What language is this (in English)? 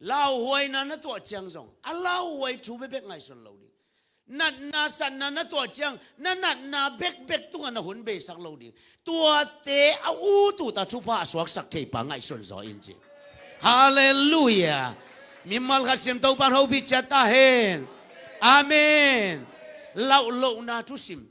Tedim Chin